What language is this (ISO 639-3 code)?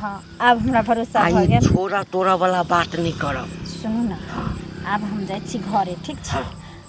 mai